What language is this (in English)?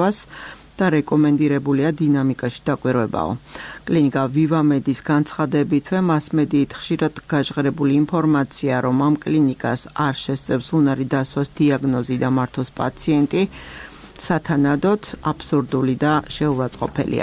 Georgian